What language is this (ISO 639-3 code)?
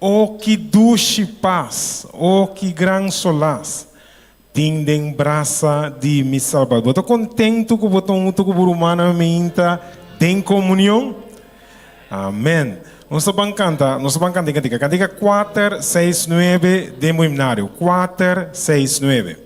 pap